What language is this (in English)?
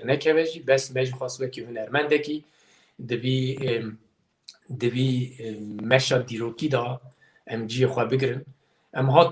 Kurdish